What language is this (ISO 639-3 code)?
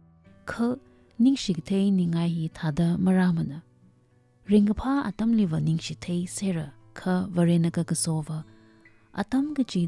nmf